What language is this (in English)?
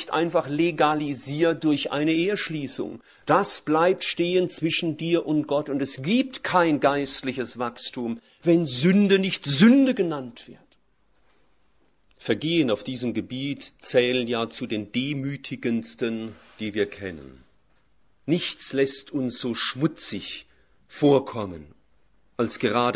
German